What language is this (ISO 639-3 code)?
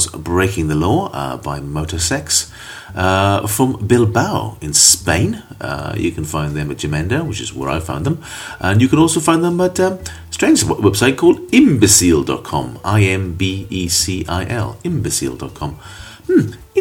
eng